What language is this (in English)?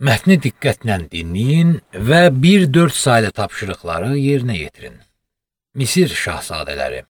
Azerbaijani